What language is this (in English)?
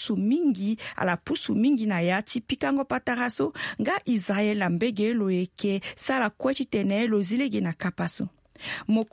Sango